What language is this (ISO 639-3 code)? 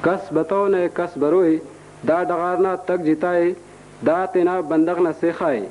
brh